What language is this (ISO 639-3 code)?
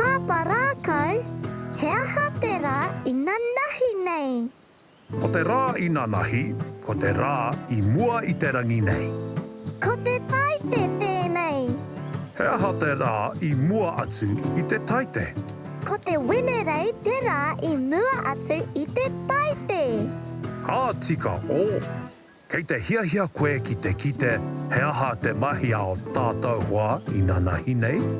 mri